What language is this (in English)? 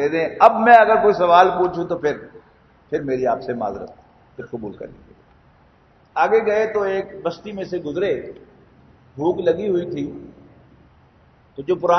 Urdu